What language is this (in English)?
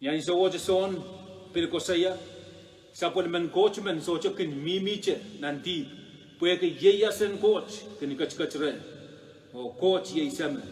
Pohnpeian